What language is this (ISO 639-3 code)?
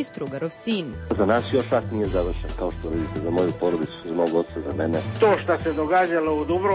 srp